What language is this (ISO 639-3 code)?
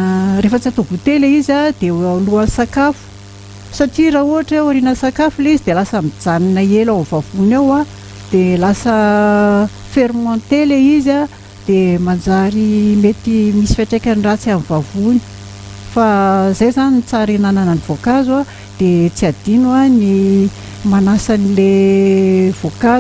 mlg